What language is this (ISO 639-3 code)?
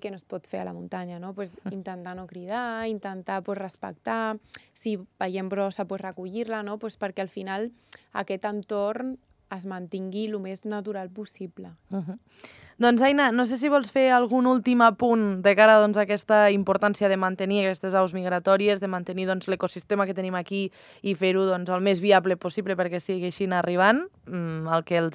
cat